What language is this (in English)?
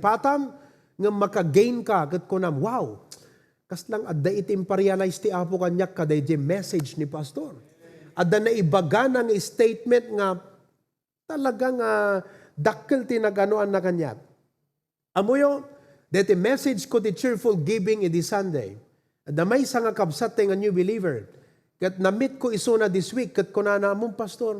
Iloko